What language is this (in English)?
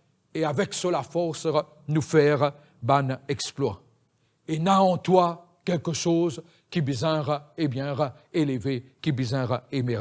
Morisyen